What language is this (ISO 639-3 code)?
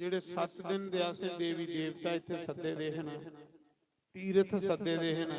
doi